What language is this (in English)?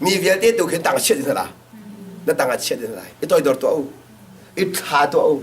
Hakha Chin